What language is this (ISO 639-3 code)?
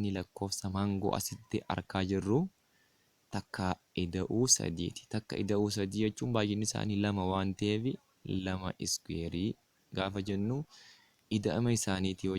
orm